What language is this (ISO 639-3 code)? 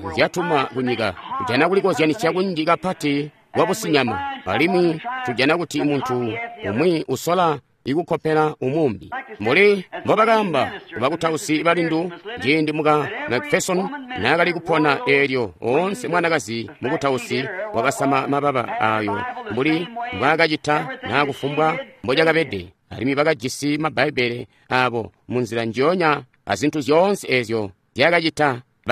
toi